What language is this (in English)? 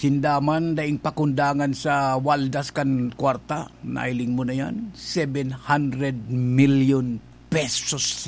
Bikol